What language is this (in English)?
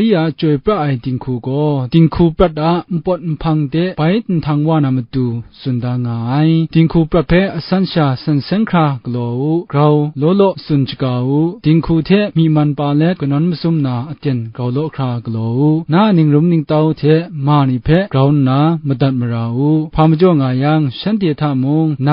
Kachin